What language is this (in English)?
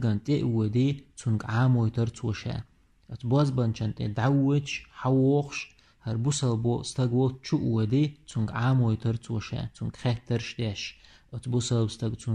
Chechen